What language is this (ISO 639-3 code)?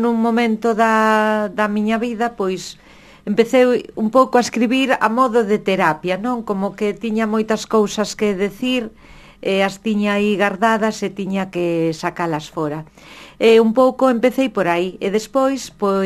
glg